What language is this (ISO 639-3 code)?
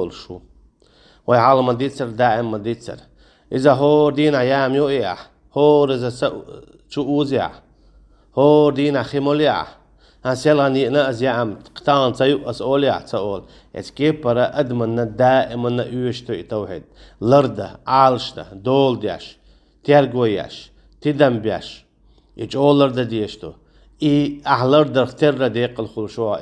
che